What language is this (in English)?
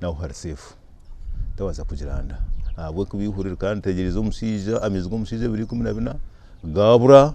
Nyankole